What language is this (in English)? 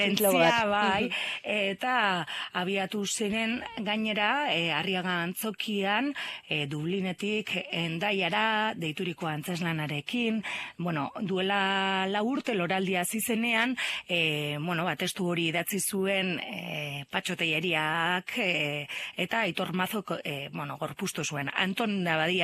Basque